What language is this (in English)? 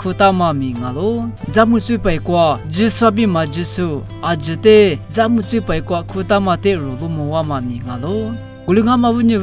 Lisu